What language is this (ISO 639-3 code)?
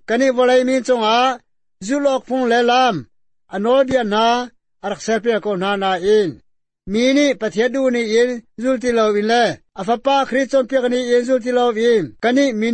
cnh